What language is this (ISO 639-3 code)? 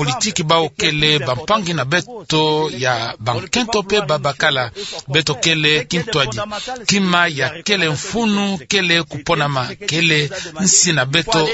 ktu